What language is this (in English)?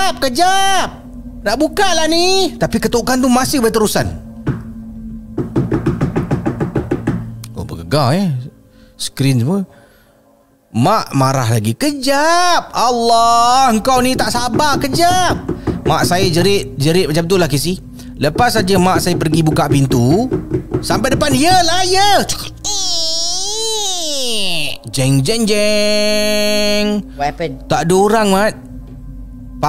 Malay